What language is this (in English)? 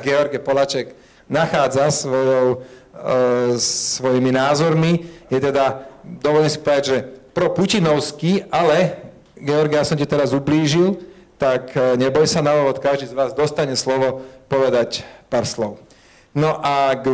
Slovak